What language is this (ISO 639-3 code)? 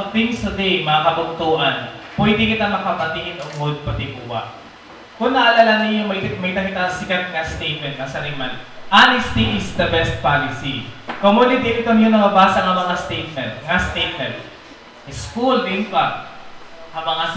war